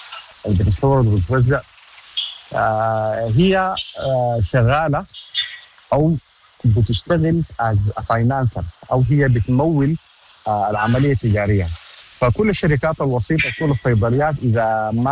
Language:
Sudanese Arabic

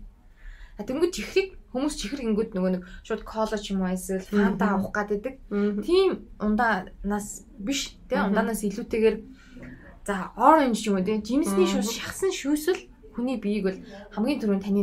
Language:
Mongolian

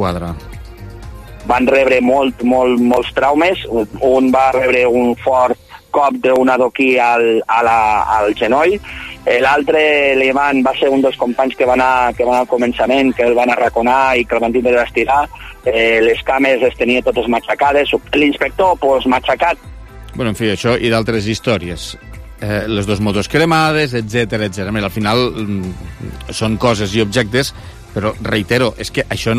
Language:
Catalan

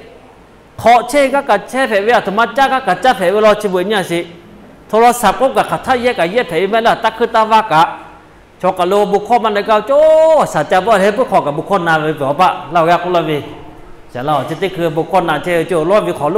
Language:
Lahu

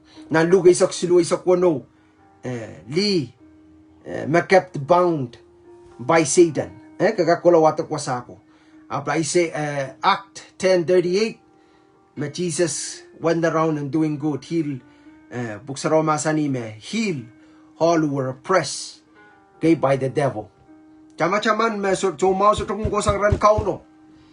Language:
Pohnpeian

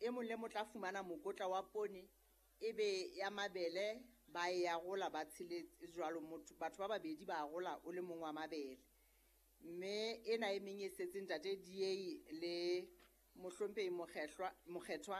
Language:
Southern Sotho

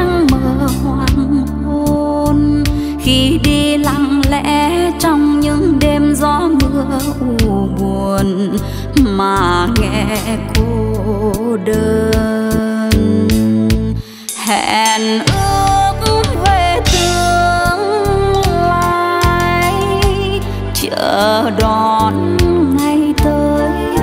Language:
Vietnamese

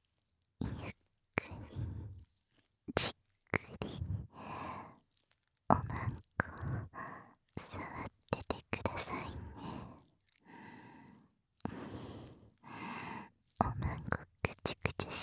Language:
Japanese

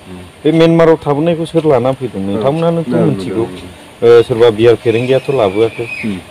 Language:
Bodo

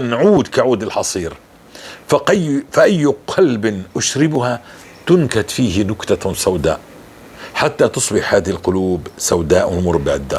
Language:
North Levantine Arabic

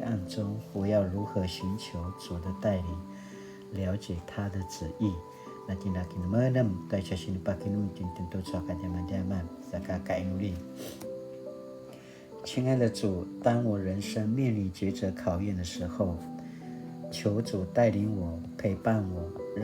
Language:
Paiwan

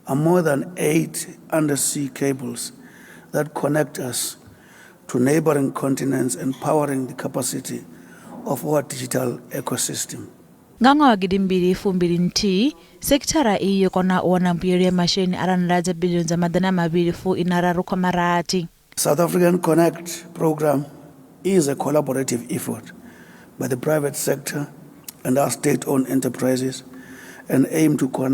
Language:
Venda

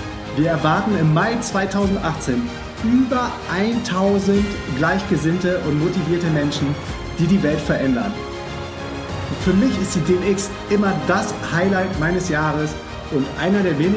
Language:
German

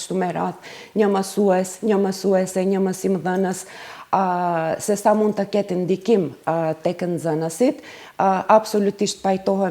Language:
Albanian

